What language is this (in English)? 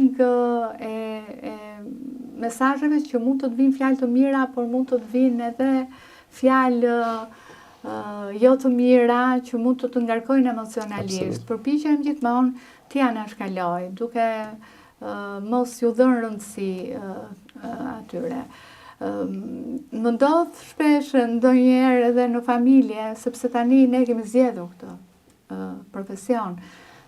Albanian